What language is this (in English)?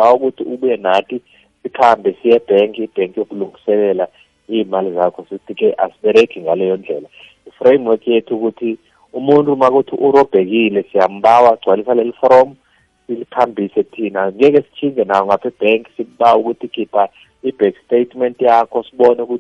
South Ndebele